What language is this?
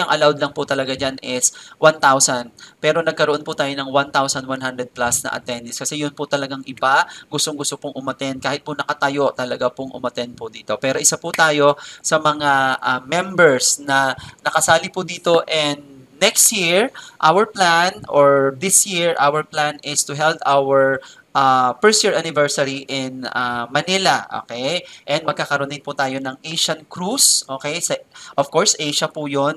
Filipino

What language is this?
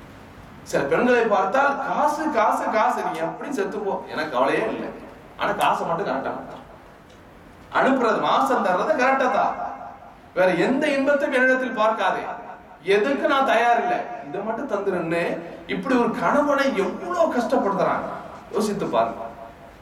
Tamil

